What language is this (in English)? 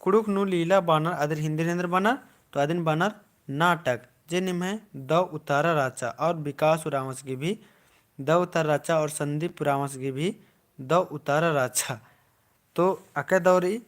Kurukh